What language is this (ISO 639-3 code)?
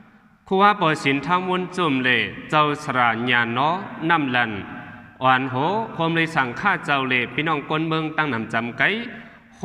shn